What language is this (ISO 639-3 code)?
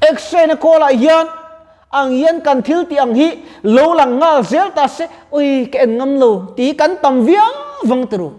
lus